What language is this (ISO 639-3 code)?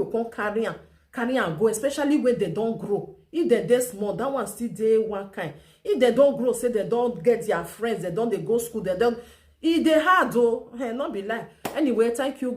pcm